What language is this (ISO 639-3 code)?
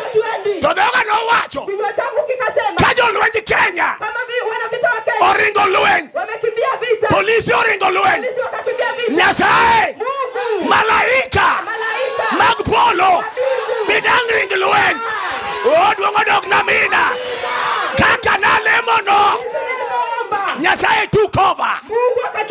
luo